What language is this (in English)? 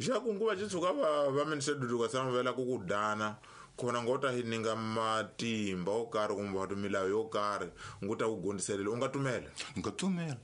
Tsonga